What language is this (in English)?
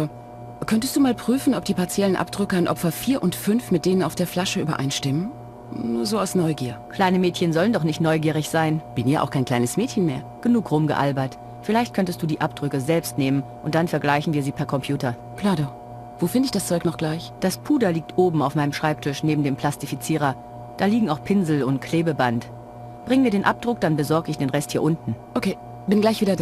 Bavarian